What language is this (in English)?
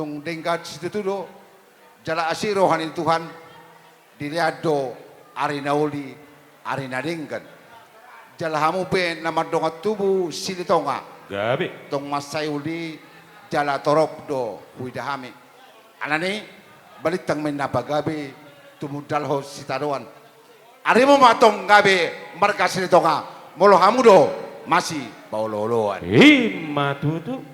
Batak Toba